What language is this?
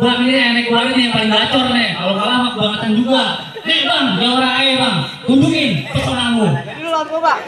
Betawi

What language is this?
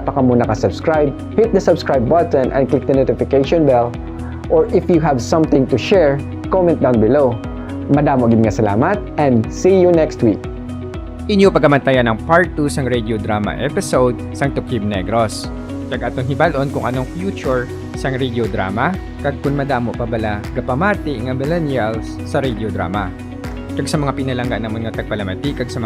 Hiligaynon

